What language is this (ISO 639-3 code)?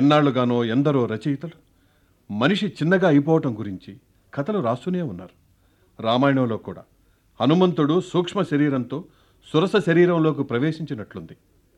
tel